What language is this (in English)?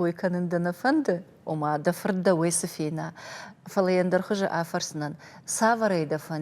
Ossetic